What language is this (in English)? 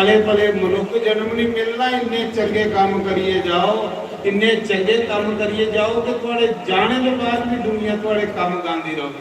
Dogri